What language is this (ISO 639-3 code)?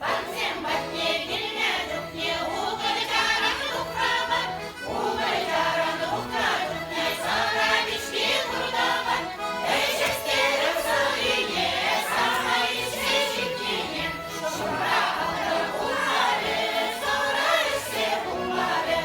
chv